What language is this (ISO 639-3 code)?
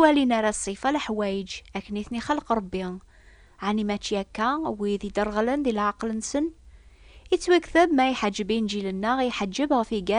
kab